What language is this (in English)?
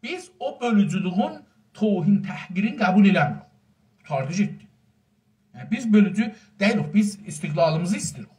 South Azerbaijani